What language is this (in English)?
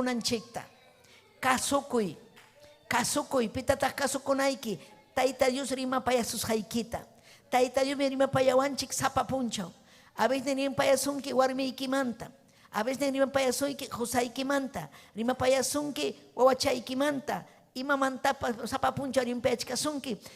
Ayacucho Quechua